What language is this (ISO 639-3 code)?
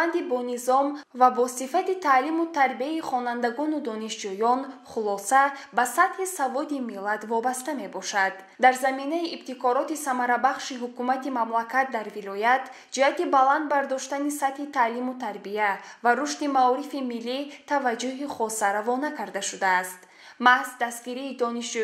tgk